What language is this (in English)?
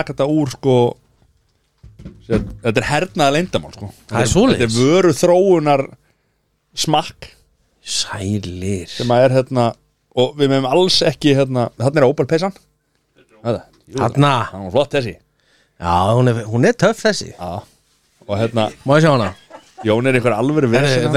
Icelandic